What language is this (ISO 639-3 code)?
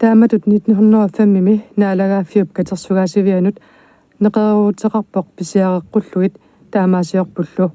kal